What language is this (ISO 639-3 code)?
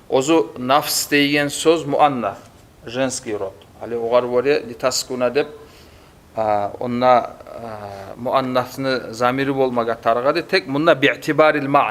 kum